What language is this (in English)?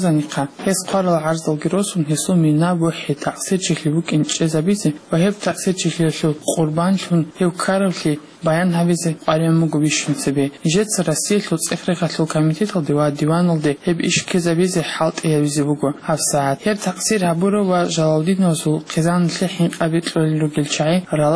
Avaric